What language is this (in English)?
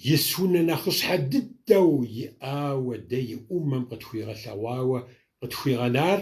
Kabardian